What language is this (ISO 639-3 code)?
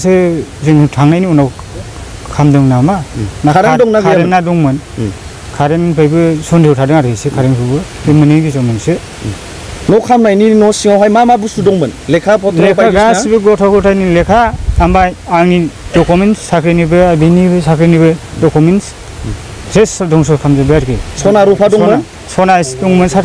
brx